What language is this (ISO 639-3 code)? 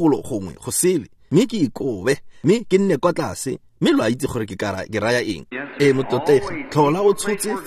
tsn